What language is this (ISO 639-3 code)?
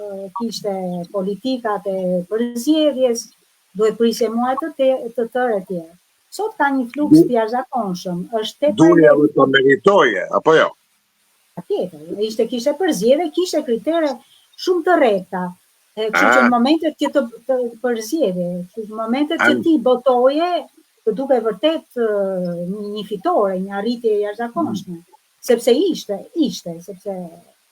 sqi